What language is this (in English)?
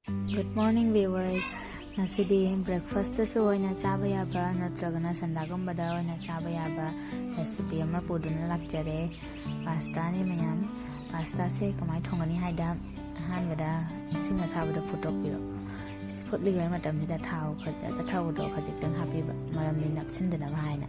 Manipuri